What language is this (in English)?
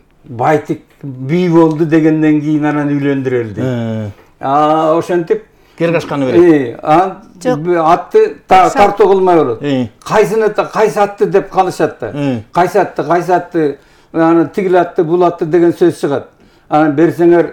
Kyrgyz